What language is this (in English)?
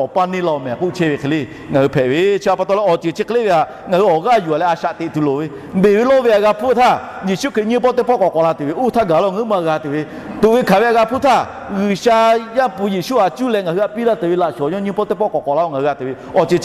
Lahu